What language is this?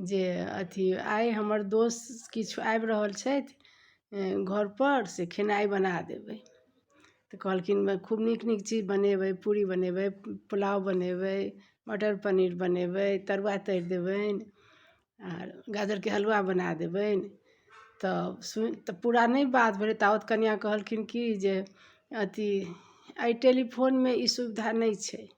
Maithili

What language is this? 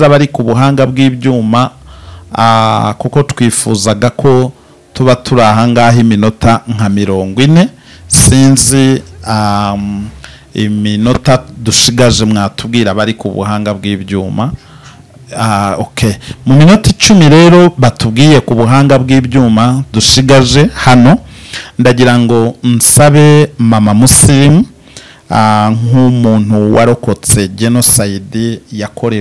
Kinyarwanda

